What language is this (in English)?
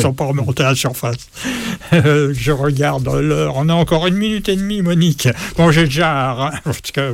French